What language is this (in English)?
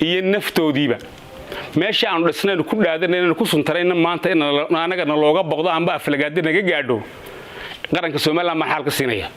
Somali